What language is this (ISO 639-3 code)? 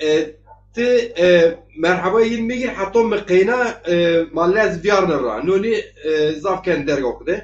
zza